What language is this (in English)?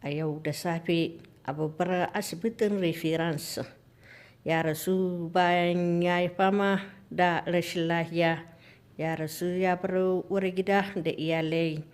Hausa